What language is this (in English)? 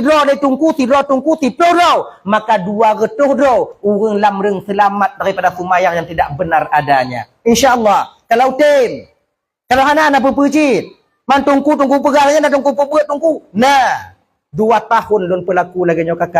Achinese